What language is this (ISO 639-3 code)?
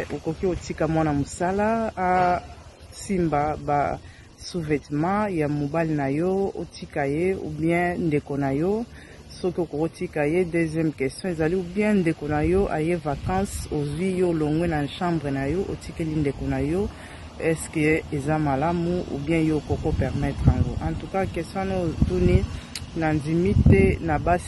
lin